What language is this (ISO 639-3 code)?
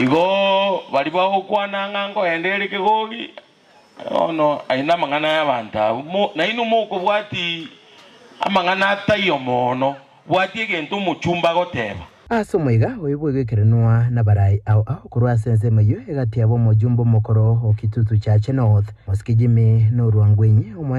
guz